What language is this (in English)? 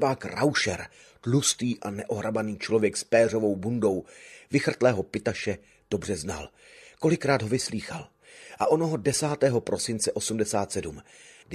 Czech